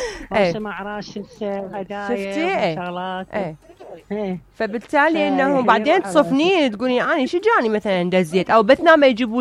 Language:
Mesopotamian Arabic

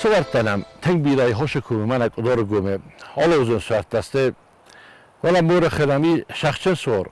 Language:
Ossetic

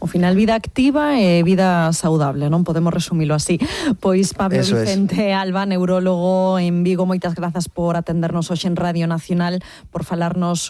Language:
Galician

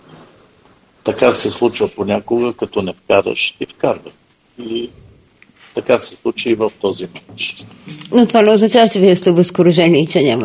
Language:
Bulgarian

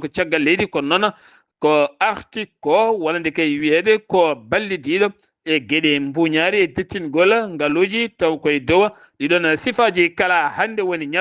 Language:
Fula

